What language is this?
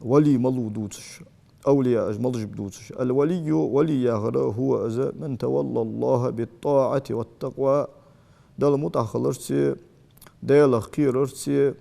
Ingush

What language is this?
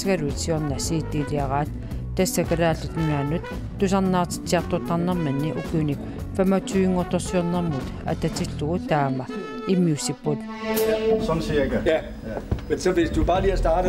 Kalaallisut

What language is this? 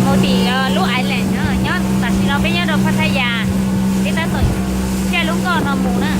Hmong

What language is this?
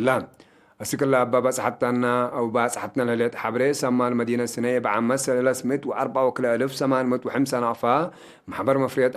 Tigre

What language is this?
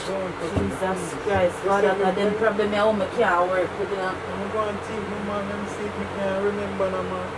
Jamaican Creole English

